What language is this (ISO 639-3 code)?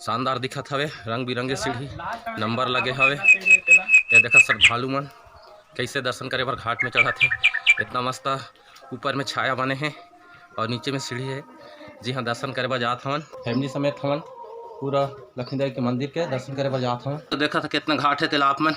hne